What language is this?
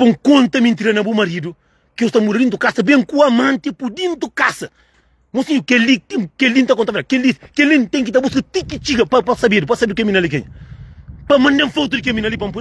Kabuverdianu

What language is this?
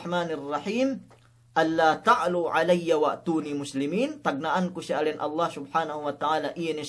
Yakan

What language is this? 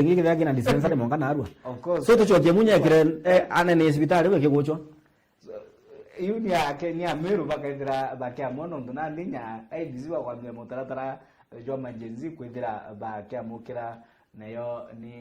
Meru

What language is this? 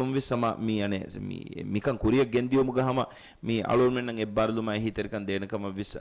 Divehi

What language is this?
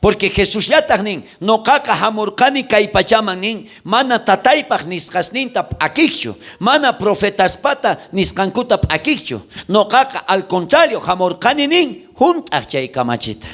South Bolivian Quechua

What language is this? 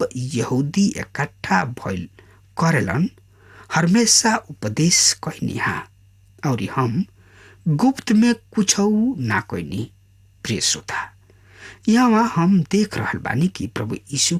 Bhojpuri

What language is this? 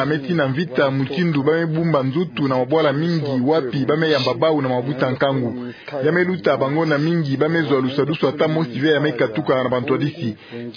Kituba (Democratic Republic of Congo)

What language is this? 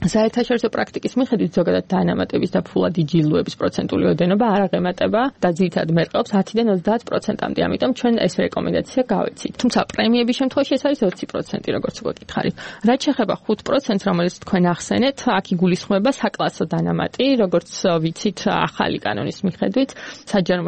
Georgian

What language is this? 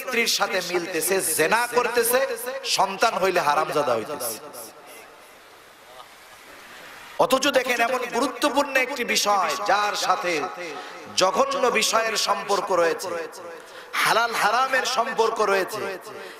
Bangla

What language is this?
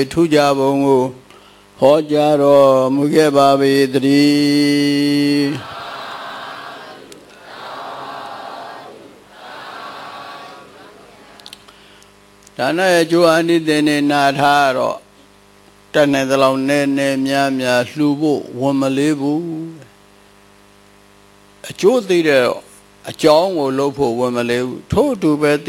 Burmese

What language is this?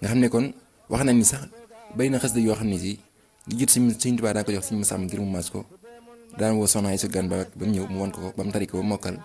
Wolof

